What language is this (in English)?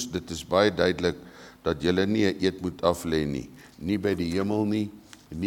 Afrikaans